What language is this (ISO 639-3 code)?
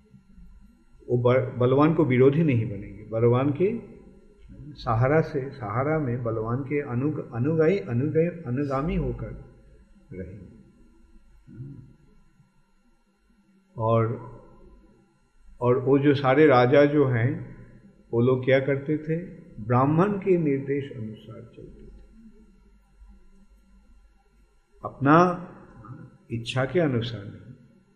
hin